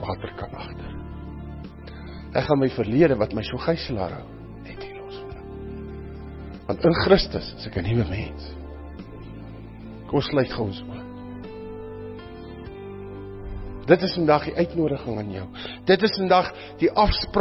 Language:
Afrikaans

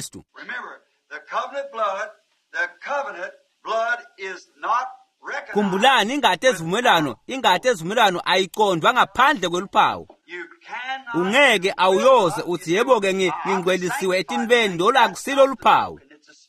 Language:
Swati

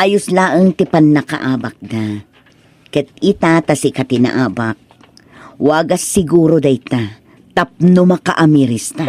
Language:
Iloko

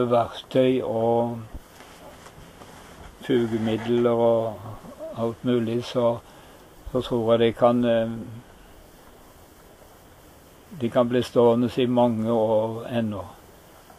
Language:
Norwegian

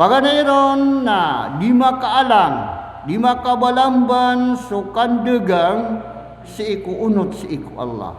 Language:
Maranao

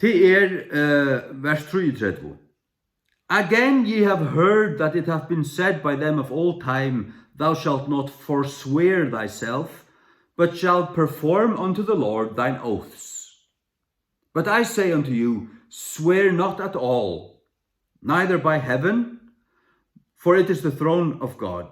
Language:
Faroese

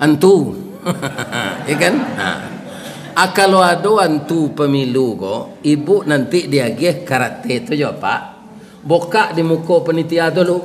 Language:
Minangkabau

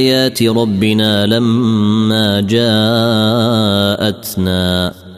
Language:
Arabic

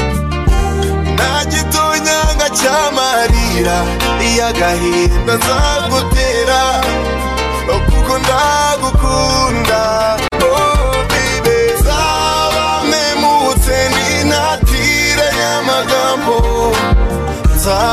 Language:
Kinyarwanda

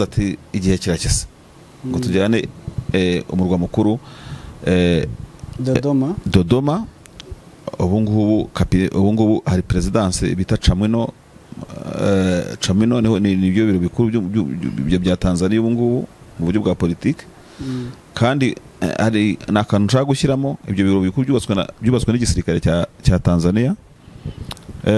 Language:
Kinyarwanda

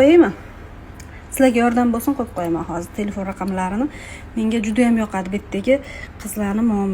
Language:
Uzbek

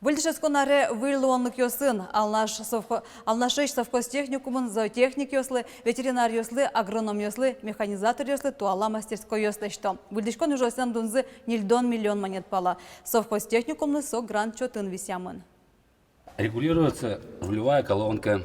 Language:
Udmurt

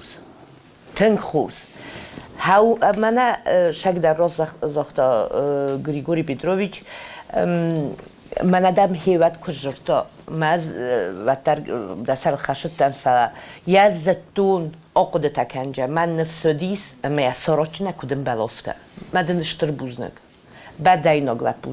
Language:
Ossetic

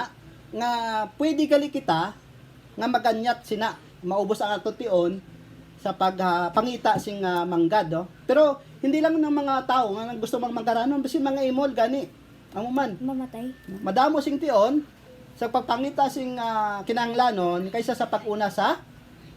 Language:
Hiligaynon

